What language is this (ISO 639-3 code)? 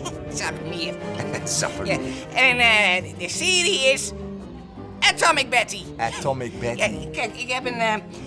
nld